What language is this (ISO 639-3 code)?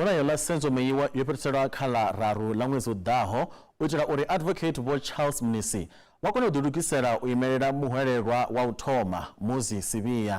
ven